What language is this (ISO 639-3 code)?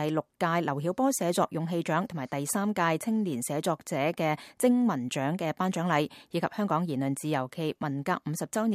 yue